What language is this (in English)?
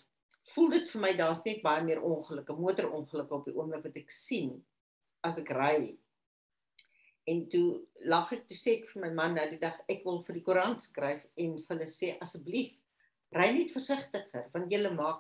Afrikaans